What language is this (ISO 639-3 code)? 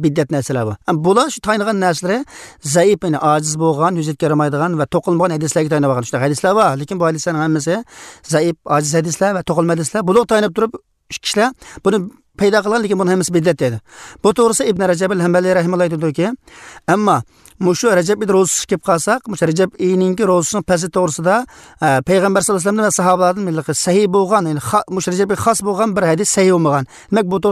uzb